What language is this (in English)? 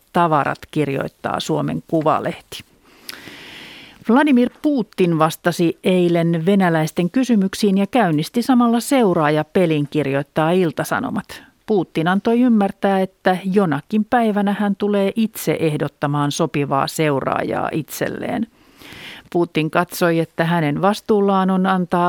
Finnish